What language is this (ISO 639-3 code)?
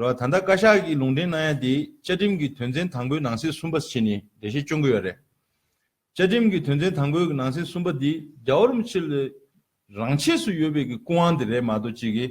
bod